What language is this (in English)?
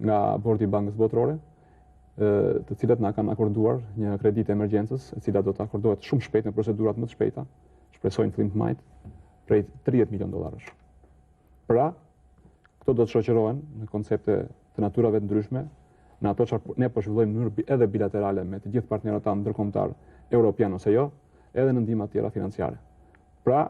Albanian